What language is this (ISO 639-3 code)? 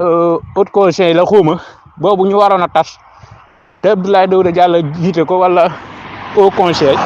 wol